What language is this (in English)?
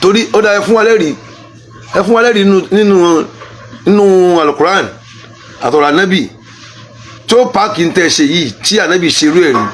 Yoruba